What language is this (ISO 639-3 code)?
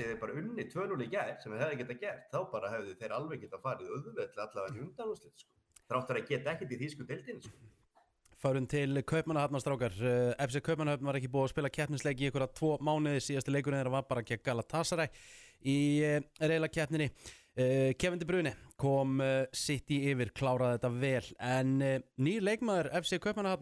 isl